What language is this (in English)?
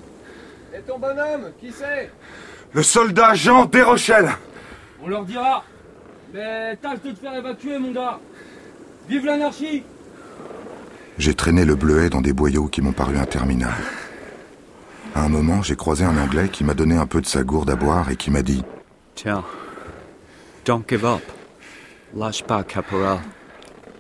French